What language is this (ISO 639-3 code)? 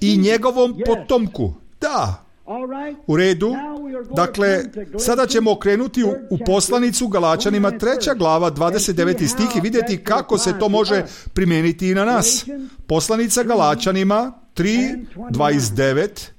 srp